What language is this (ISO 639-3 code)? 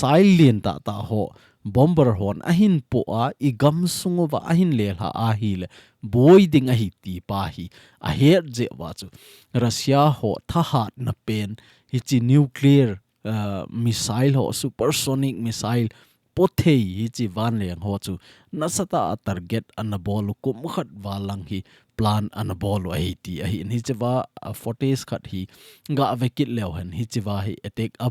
tcz